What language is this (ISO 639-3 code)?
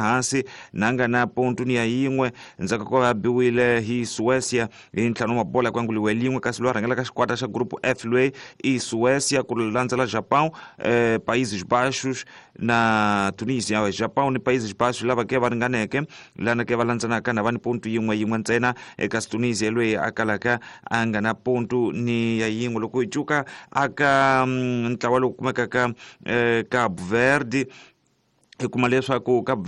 tso